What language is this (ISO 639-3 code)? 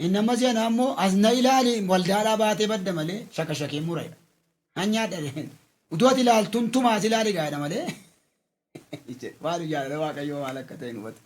orm